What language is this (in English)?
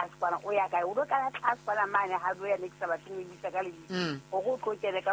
Southern Sotho